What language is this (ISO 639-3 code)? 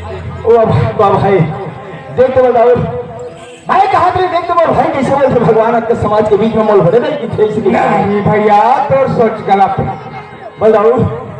hne